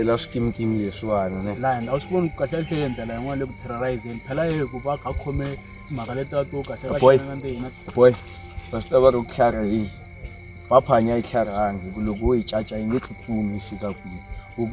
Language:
Tsonga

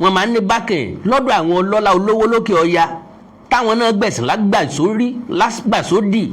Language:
Yoruba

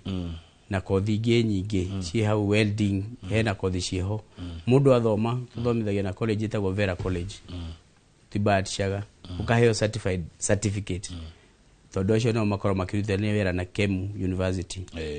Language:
Kikuyu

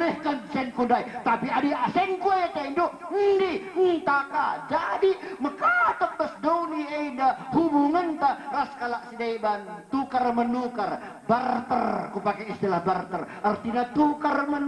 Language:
Batak Karo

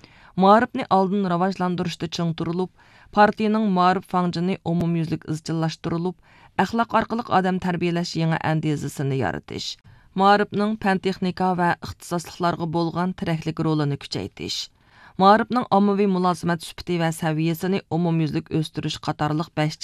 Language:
Uyghur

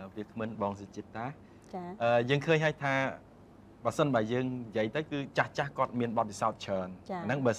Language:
Khmer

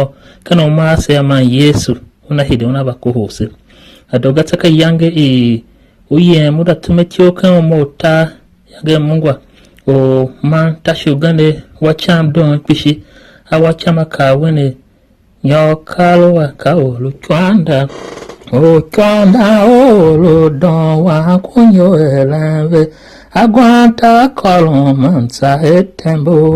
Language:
Tiv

